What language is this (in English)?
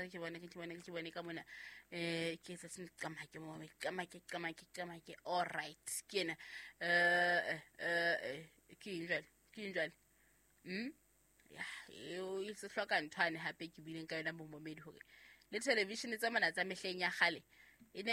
Southern Sotho